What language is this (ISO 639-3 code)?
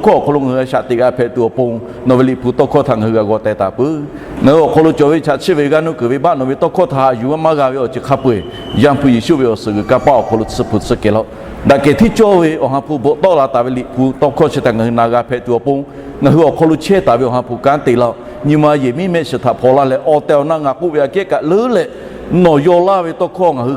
lhu